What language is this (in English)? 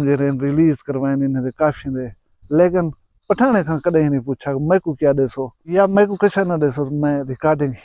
Saraiki